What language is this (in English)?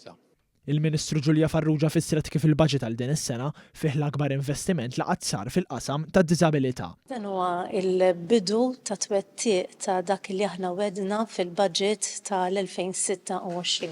Maltese